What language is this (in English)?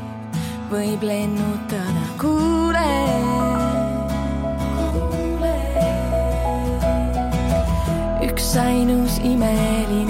Estonian